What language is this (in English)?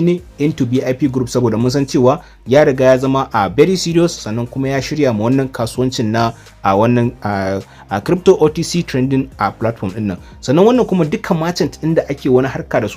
Hausa